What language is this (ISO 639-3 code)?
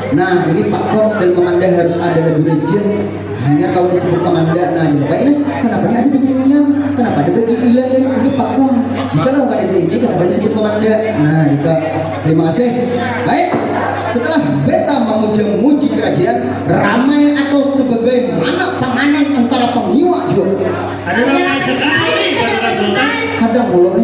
bjn